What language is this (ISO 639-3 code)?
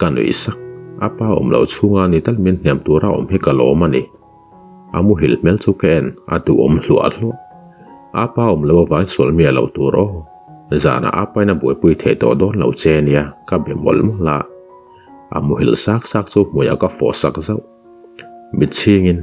lus